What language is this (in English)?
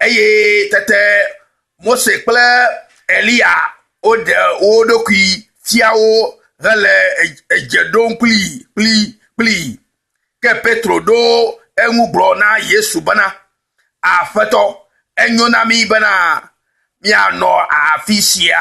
Ewe